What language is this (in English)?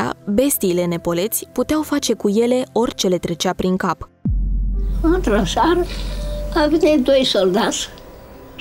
Romanian